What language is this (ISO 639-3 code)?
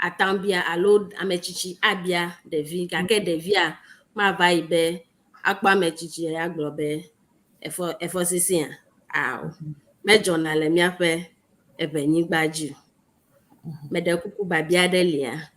ewe